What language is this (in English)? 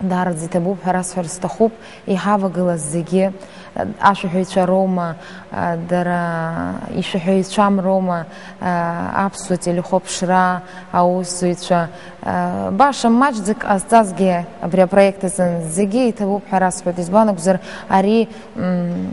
Abkhazian